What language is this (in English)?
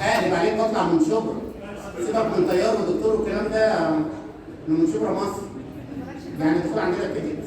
Egyptian Arabic